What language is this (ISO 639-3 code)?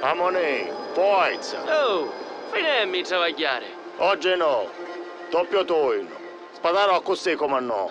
scn